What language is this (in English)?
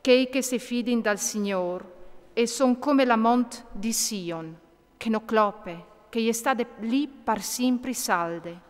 Friulian